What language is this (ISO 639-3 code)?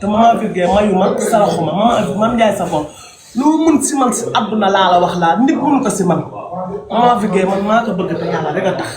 wol